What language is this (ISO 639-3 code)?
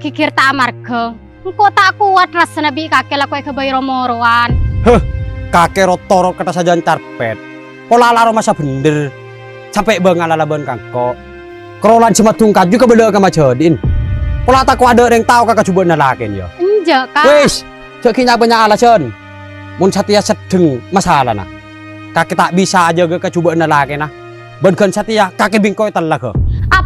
mad